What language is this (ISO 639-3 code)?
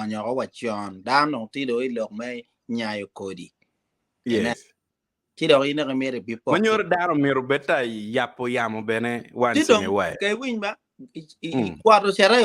ach